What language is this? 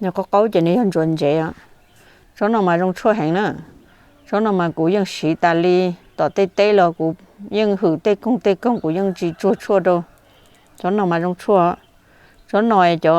Hmong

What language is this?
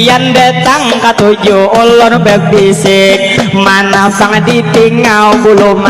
Banjar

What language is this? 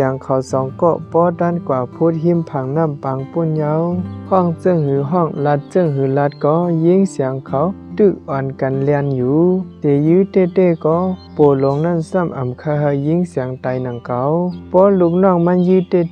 Shan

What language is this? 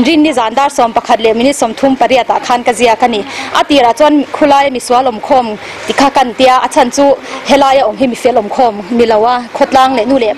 Mizo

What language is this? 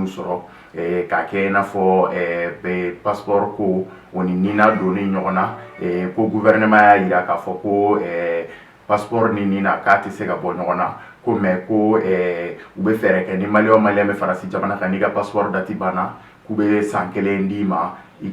Bambara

